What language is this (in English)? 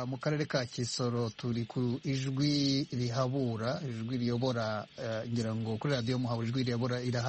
Kinyarwanda